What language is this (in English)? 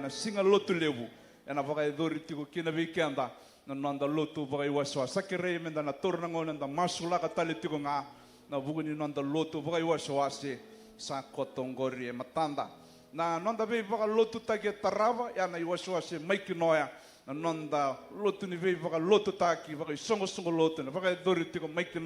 Fijian